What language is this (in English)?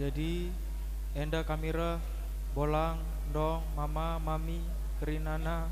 Batak Karo